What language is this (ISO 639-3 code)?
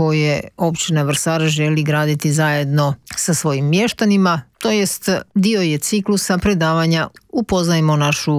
hrv